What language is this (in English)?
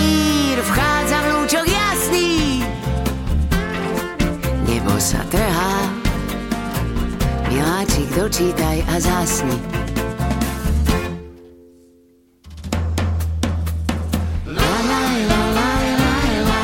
Slovak